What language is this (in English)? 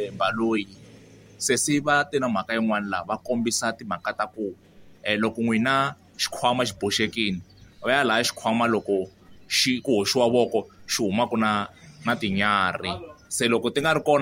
Tsonga